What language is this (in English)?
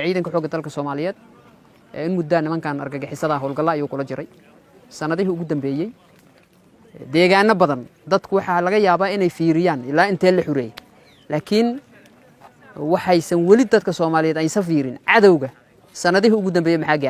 Somali